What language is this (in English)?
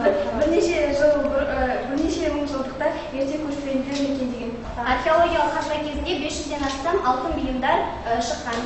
Kazakh